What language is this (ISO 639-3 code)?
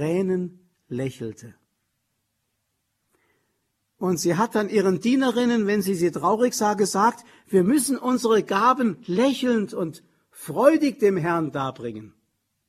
deu